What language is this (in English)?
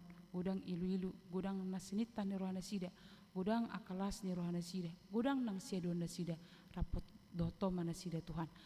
Batak Toba